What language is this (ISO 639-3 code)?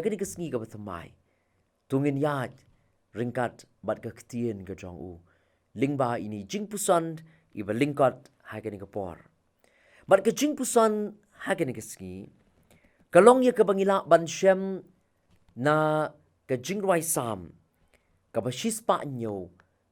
kha